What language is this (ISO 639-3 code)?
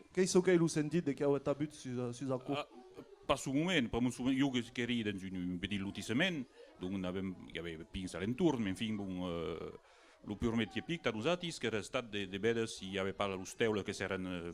oci